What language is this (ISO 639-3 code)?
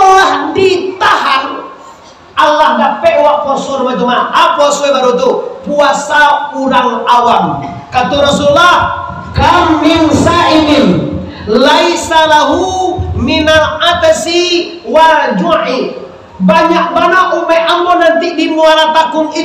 min